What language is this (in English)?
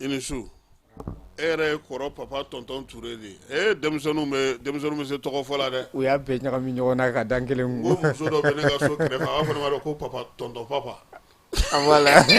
Bambara